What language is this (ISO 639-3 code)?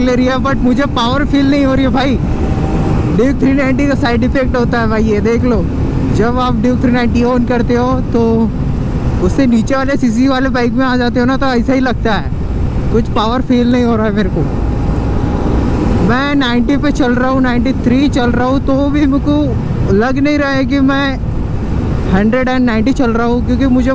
hin